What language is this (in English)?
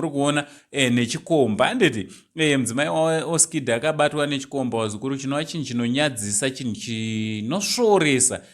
Shona